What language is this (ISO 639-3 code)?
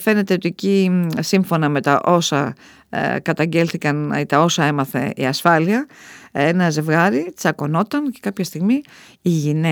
ell